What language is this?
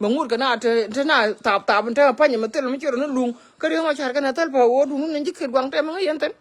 Nuer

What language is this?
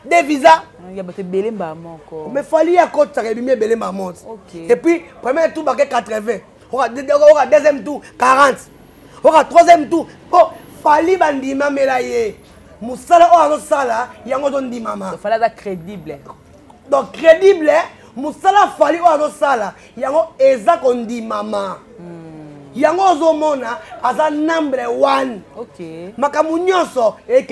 Lingala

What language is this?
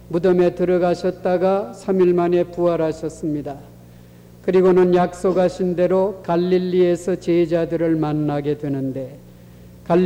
Korean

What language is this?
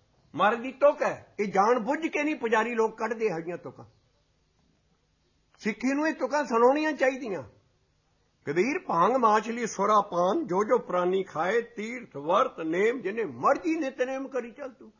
Punjabi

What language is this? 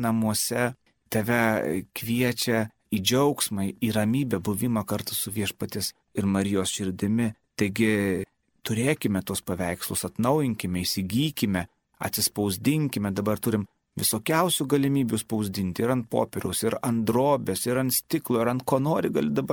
Lithuanian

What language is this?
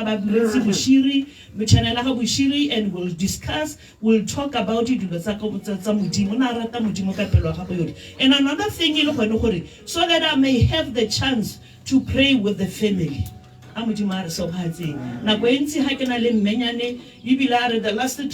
Tswana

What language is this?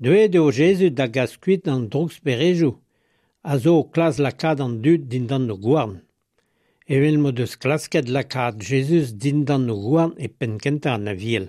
Breton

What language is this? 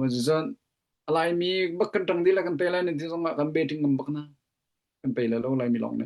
Hakha Chin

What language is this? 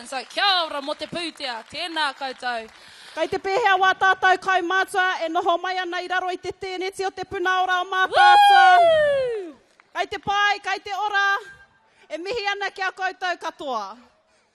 Māori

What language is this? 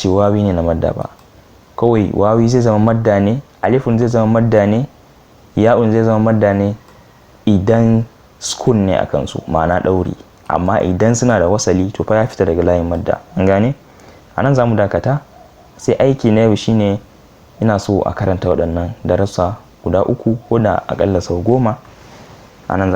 Hausa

